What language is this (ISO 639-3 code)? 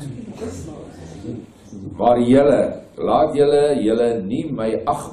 afr